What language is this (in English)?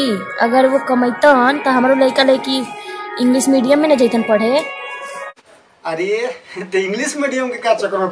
Bhojpuri